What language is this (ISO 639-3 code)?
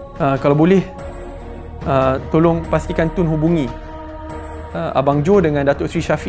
msa